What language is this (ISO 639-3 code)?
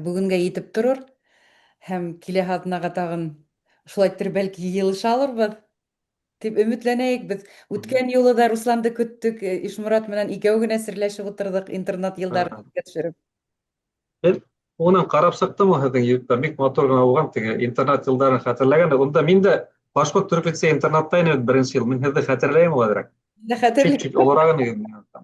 bak